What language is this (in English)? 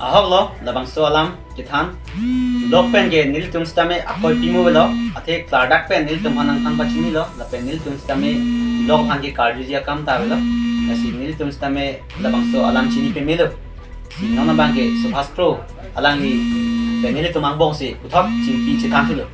Karbi